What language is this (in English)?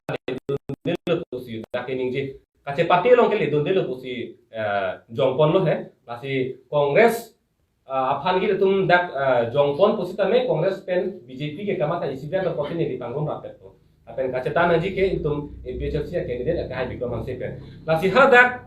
Karbi